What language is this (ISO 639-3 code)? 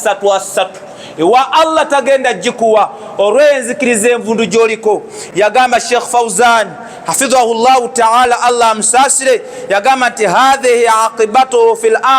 lug